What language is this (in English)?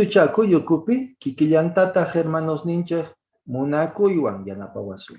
Quechua